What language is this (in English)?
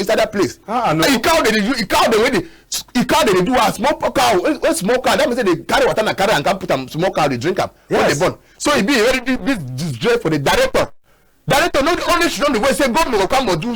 Cameroon Pidgin